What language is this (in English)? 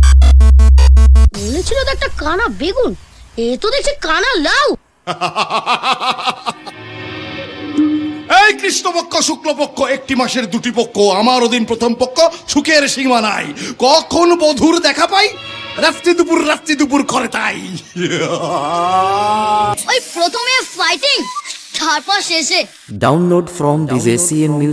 Bangla